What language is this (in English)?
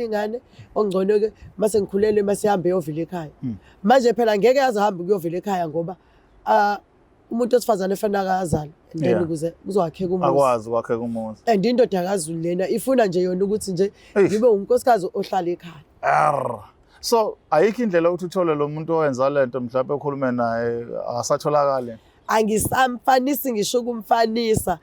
Zulu